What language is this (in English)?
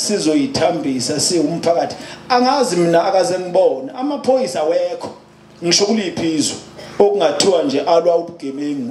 Zulu